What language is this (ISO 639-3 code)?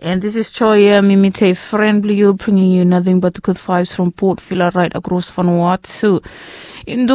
bis